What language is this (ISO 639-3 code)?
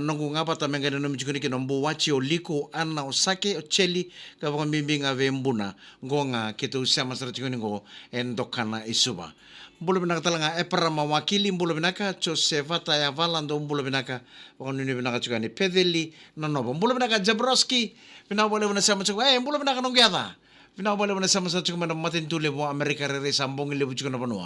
fij